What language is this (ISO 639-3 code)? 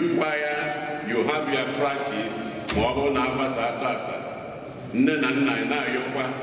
ibo